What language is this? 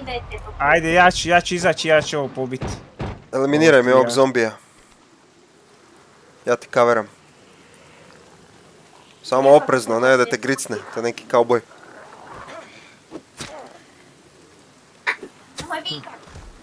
Croatian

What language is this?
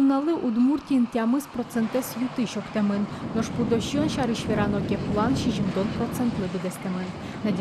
Udmurt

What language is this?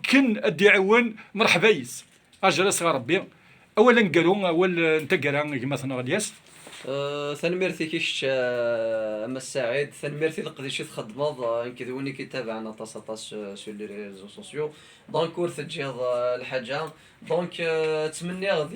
Kabyle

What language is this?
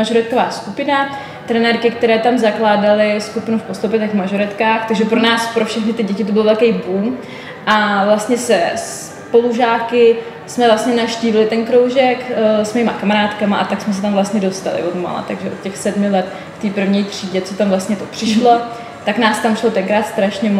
Czech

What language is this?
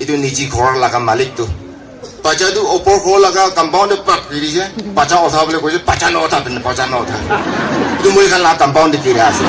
Naga Pidgin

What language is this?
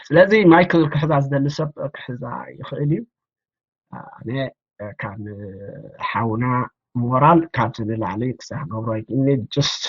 Tigrinya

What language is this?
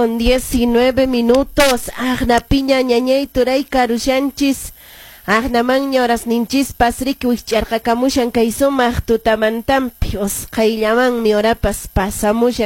Quechua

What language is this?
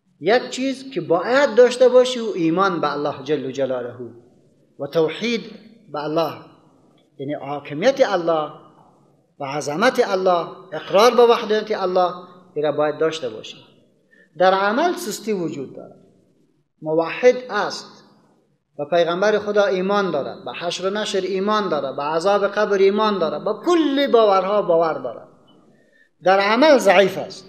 Persian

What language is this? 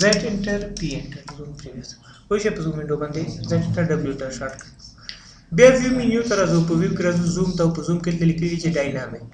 Pashto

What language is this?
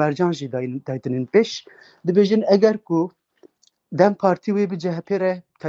Kurdish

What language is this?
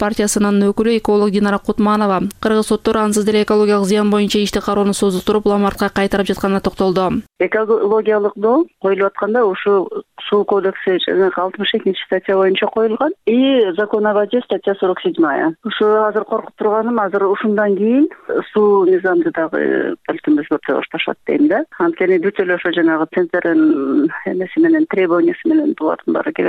Kyrgyz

